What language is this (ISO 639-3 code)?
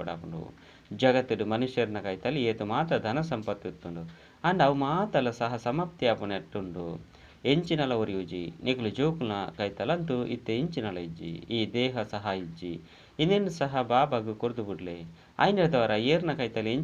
tcy